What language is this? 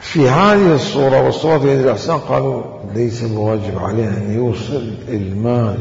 Mesopotamian Arabic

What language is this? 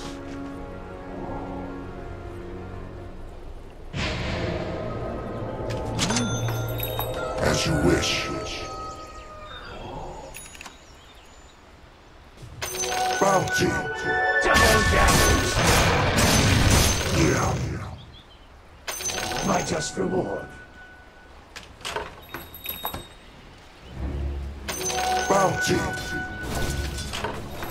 English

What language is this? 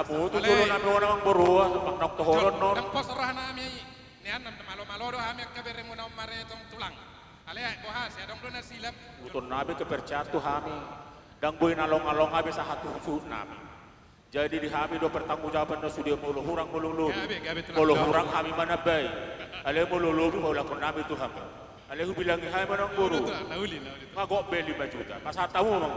Batak Toba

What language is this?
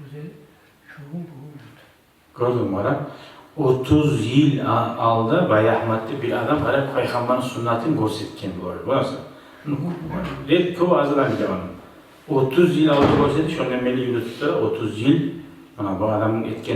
Kumyk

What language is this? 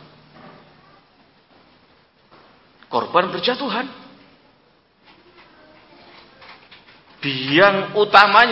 Indonesian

